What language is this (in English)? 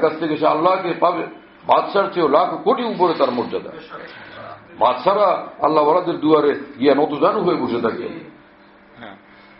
Bangla